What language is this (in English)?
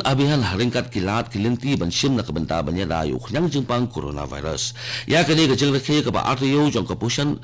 Khasi